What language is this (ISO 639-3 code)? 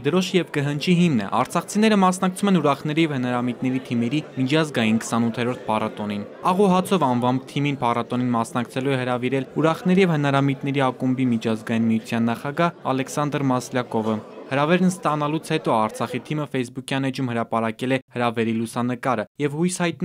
hye